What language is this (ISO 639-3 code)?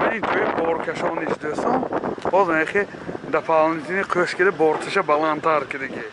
tgk